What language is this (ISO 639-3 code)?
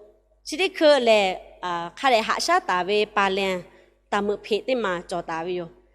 lhu